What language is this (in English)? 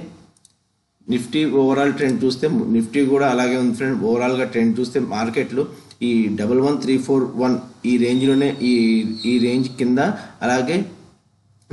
Telugu